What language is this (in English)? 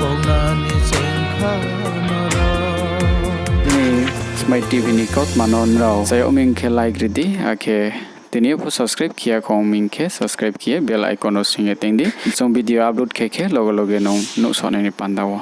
Riang (India)